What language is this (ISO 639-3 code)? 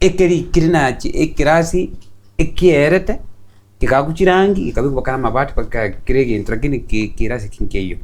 guz